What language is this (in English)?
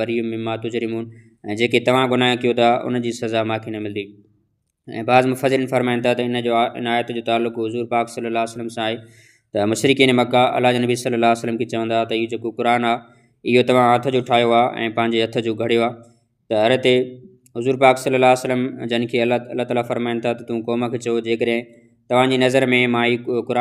Sindhi